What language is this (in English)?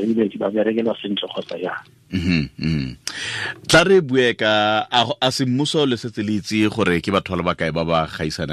Tswana